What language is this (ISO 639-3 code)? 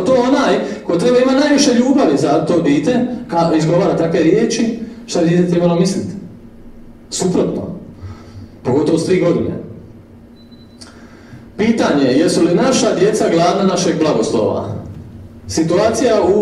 hrv